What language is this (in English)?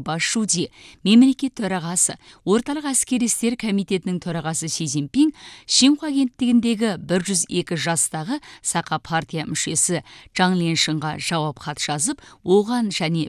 Kazakh